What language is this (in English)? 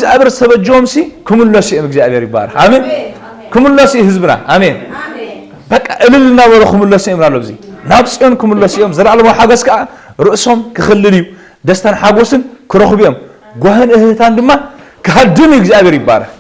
Tigrinya